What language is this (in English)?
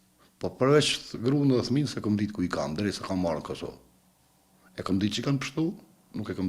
Albanian